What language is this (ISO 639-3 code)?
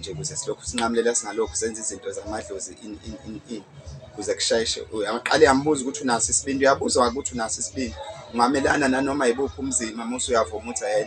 zul